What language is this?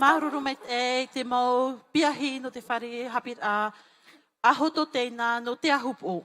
Tahitian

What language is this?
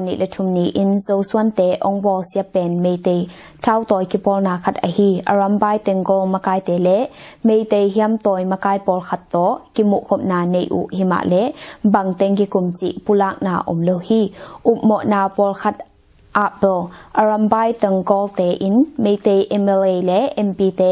Tedim Chin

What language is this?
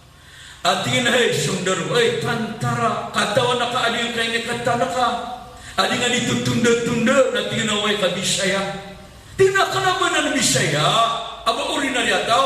Maranao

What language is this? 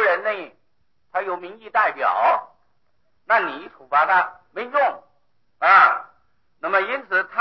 Chinese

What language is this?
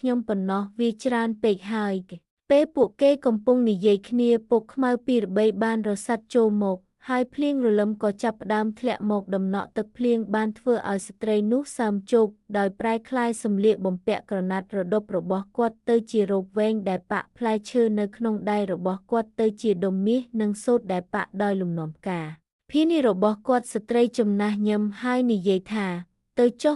Khmer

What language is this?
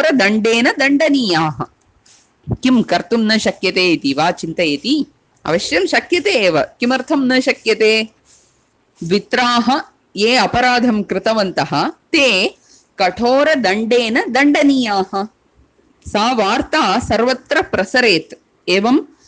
Sanskrit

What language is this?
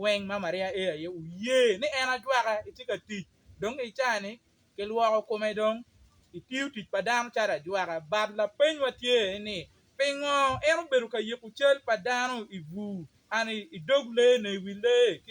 Acoli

